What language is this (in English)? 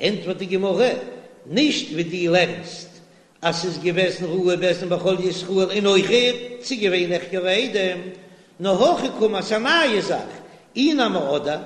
Yiddish